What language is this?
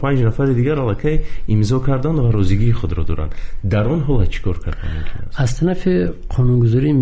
Tajik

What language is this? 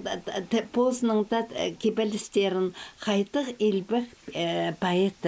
Khakas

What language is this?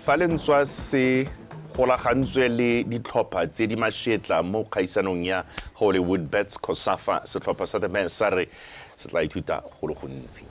Tswana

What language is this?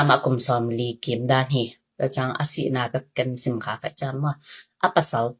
Tedim Chin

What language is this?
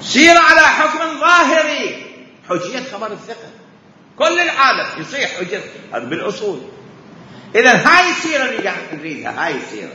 Mesopotamian Arabic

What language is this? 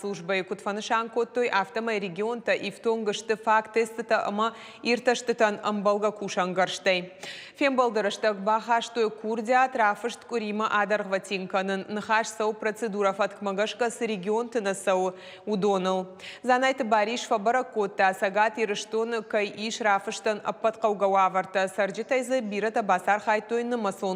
Ossetic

